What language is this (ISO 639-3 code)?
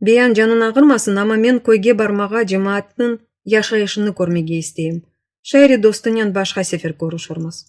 crh